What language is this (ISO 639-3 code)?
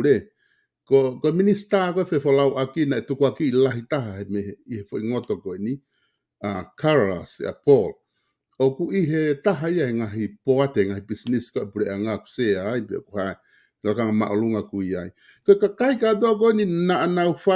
ton